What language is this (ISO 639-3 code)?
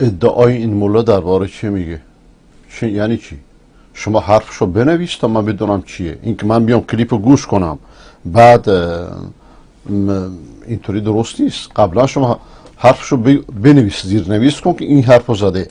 fas